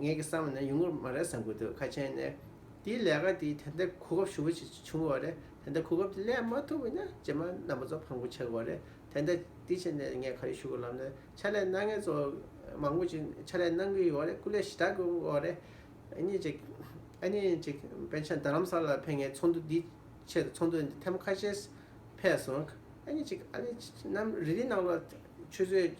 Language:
Tibetan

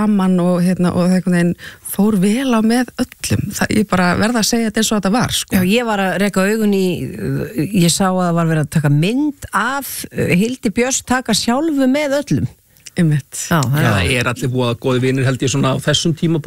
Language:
Icelandic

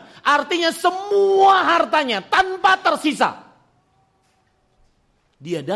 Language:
Indonesian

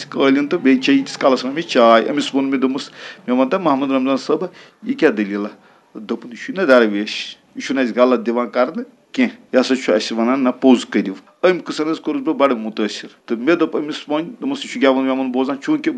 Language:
Kashmiri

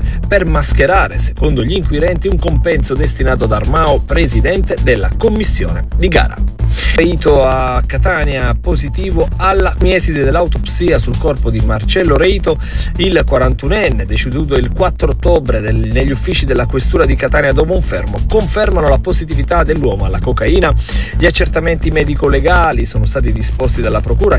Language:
Italian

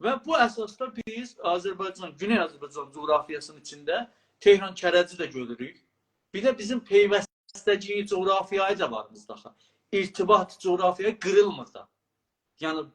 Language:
South Azerbaijani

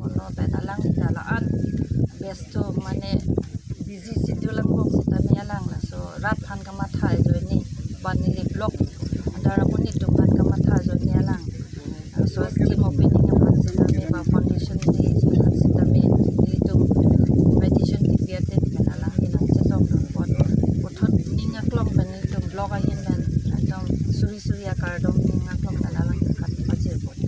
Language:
Karbi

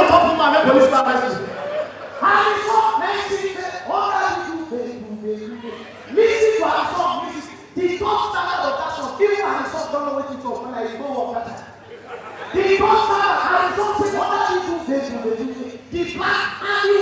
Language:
Nigerian Pidgin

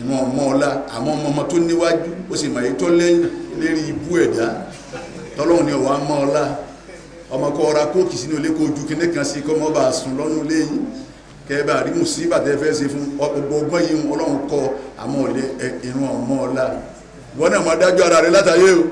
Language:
Yoruba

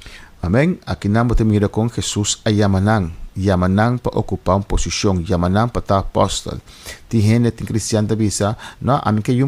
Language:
Papiamento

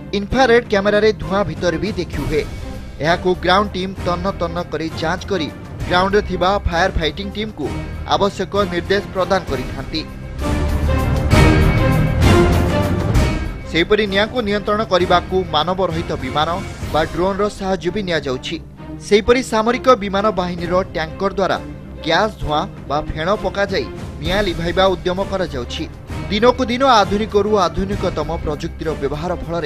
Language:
Odia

